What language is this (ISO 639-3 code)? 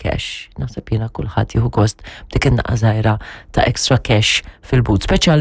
mlt